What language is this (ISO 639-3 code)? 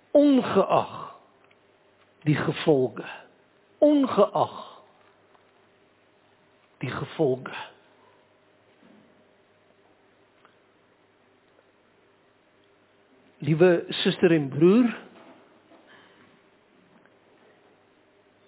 afr